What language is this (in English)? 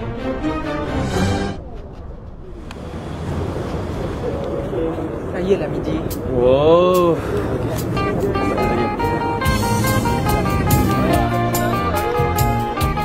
Malay